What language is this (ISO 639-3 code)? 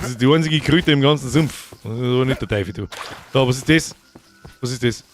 bar